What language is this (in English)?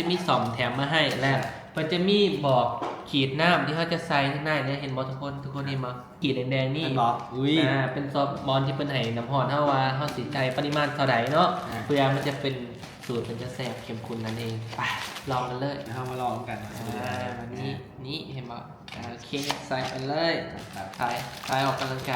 Lao